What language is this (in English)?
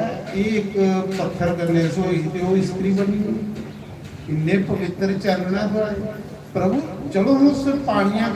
Dogri